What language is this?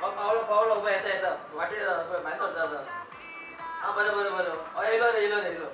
Konkani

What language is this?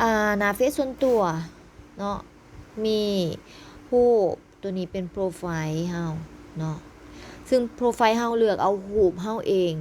Lao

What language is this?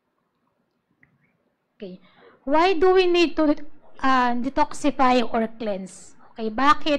Filipino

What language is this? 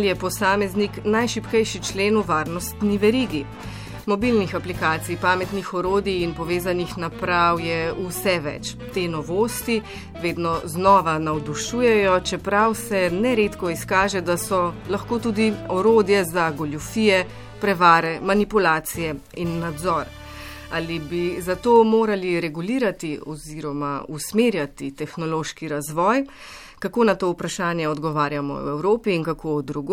Slovenian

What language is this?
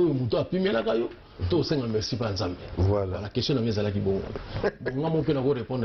Lingala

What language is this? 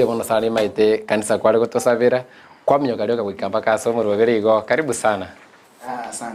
Gusii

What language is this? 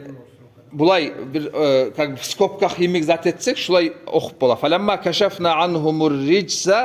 Kumyk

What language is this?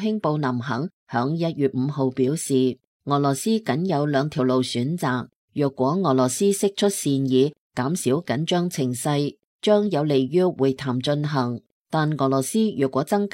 Cantonese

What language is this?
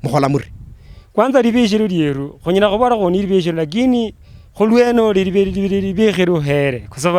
Luyia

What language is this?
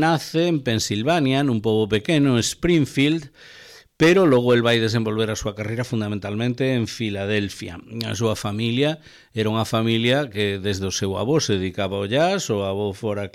Galician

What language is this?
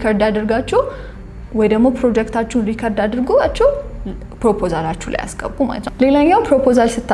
Amharic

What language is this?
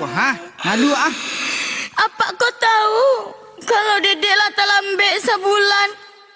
Minangkabau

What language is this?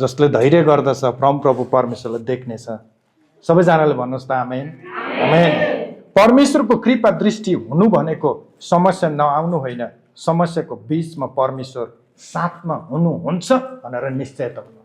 Nepali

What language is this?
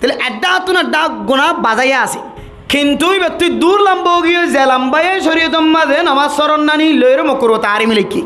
Rohingya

